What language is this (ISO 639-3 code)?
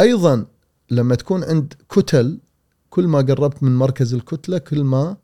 afb